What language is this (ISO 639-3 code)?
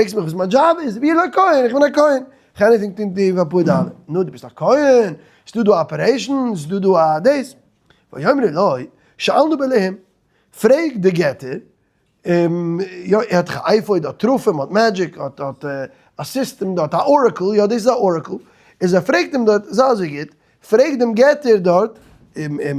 yid